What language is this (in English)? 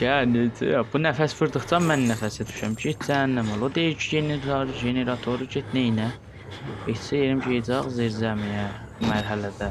South Azerbaijani